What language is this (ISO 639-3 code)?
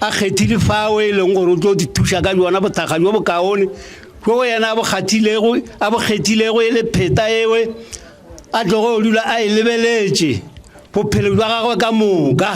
nso